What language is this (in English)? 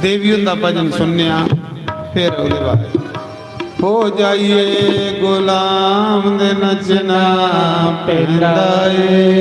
Dogri